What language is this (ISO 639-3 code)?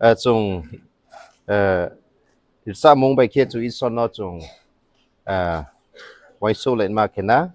ria